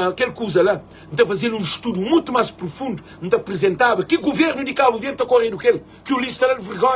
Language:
Kabuverdianu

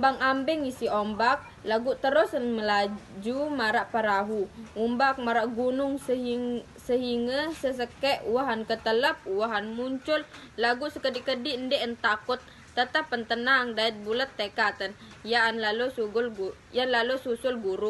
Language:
Sasak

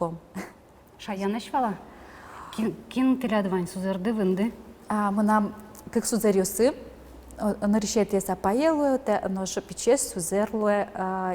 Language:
Udmurt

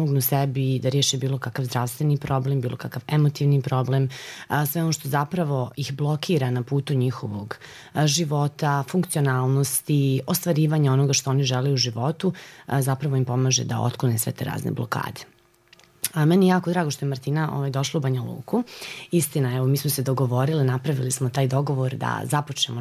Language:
Serbian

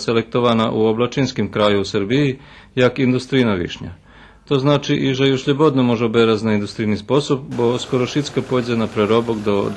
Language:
Rusyn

